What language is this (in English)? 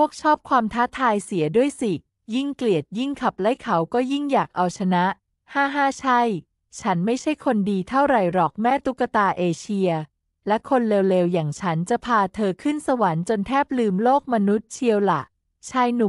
Thai